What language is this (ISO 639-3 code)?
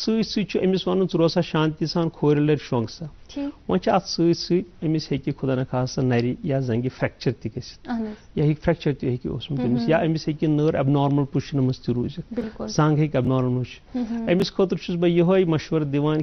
kas